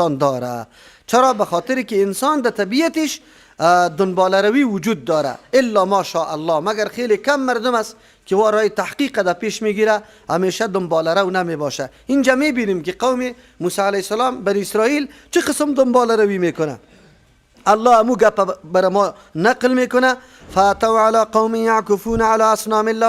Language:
Persian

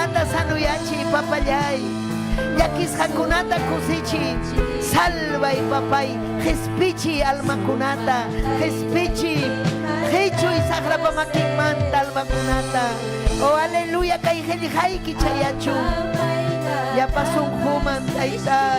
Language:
Ayacucho Quechua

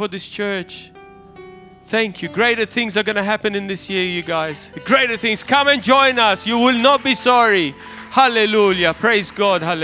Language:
English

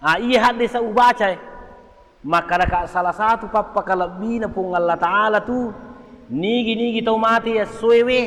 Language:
Buginese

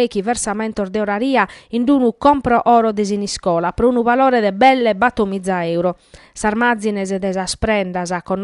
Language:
Sardinian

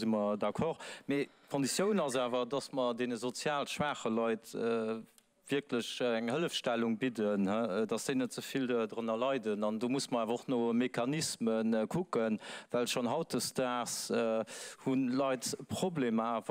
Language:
Luxembourgish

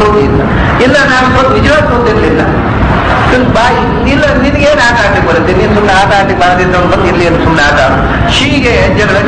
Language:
Kannada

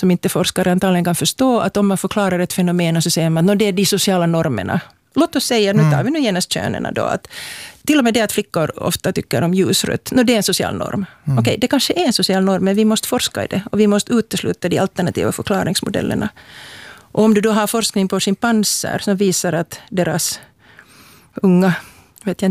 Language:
Swedish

